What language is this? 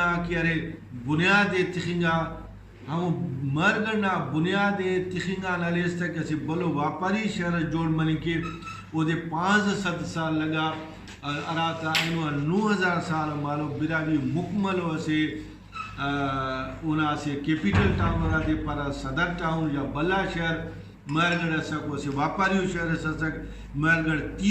Brahui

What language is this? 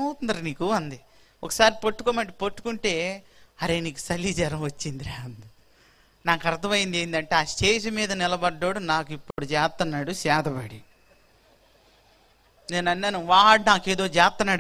Telugu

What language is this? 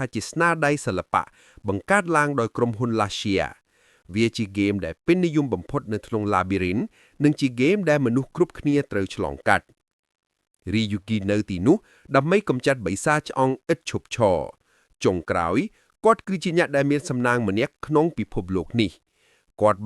Khmer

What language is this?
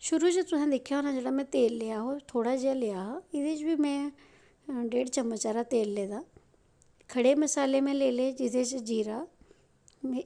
Dogri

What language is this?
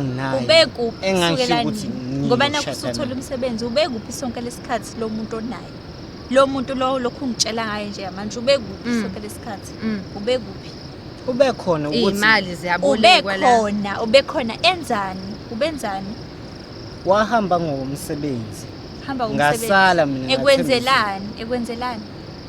Zulu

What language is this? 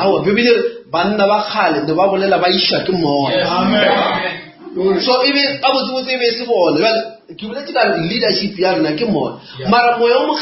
Northern Sotho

